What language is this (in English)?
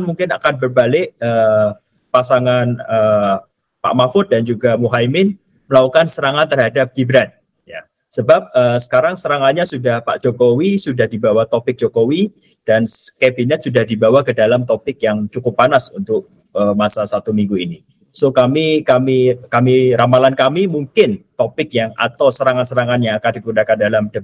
Malay